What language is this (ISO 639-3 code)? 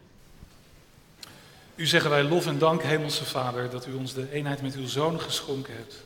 nld